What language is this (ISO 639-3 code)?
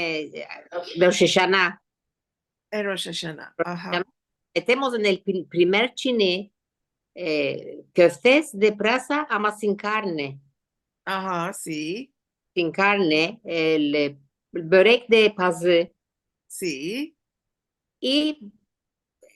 lad